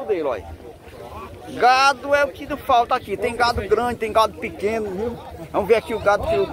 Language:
Portuguese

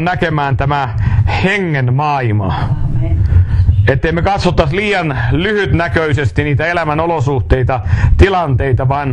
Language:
Finnish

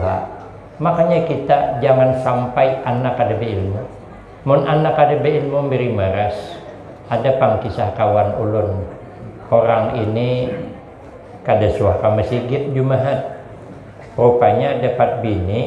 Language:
Banjar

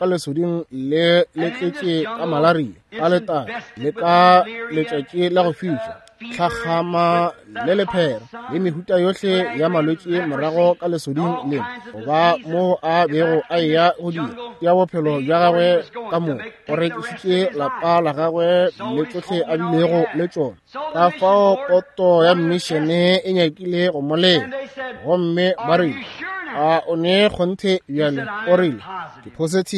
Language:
Northern Sotho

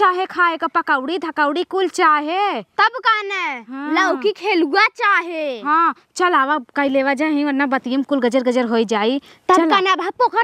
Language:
Awadhi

